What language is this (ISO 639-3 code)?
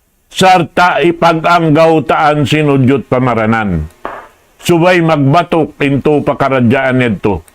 tsg